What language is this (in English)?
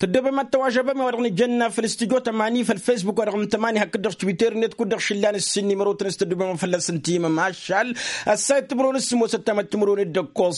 Tamasheq